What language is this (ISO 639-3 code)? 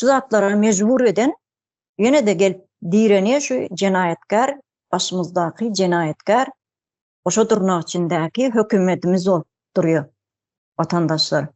tuk